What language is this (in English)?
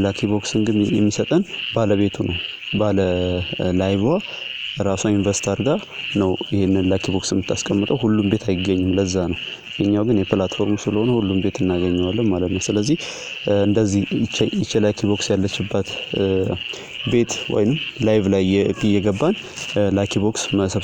Amharic